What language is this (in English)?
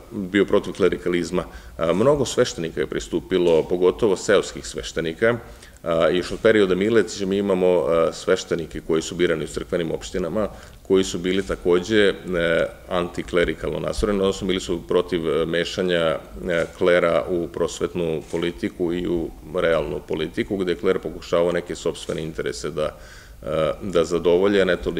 Serbian